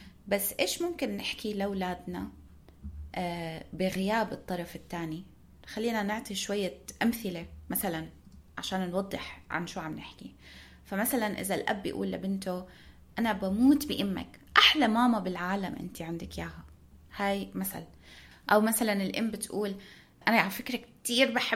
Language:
North Levantine Arabic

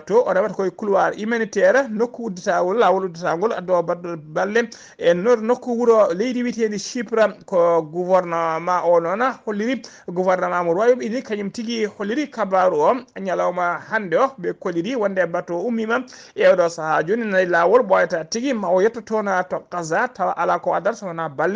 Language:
Fula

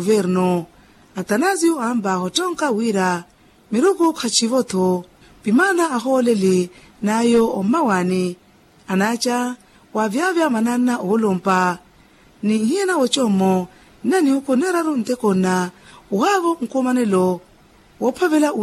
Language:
Makhuwa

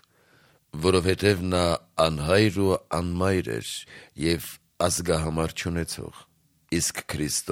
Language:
Armenian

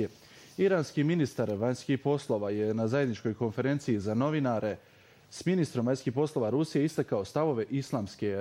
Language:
Bosnian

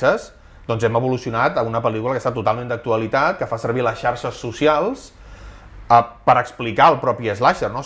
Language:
Catalan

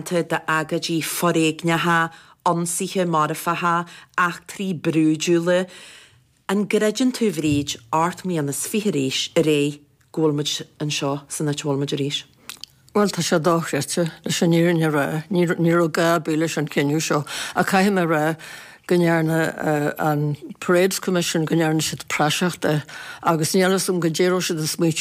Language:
Irish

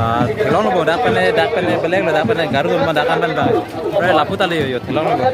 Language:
Karbi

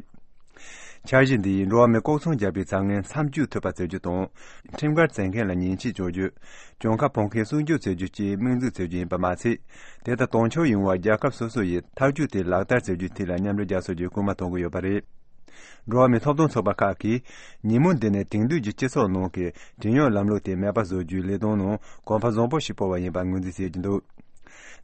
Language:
Tibetan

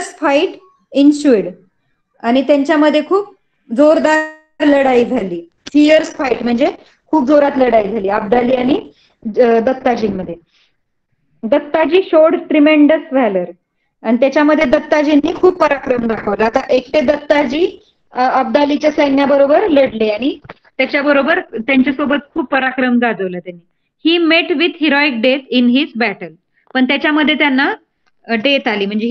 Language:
Marathi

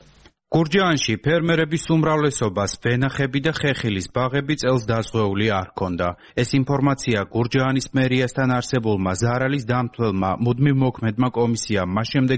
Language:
Georgian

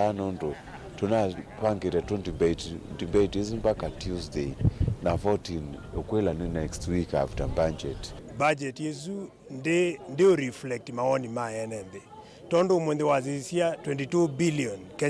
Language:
Kamba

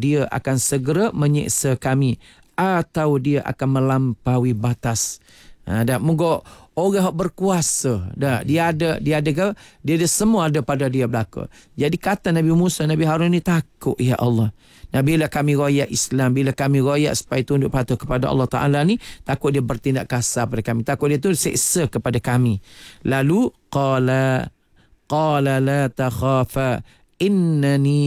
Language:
Malay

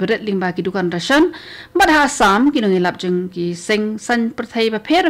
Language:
Khasi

